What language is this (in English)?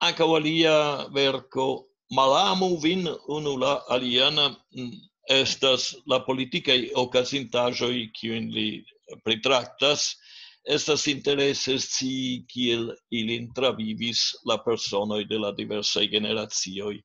Esperanto